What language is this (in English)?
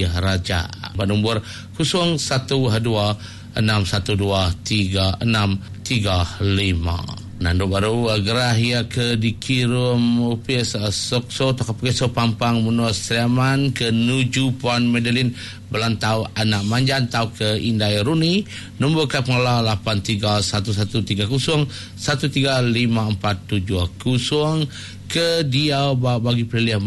Iban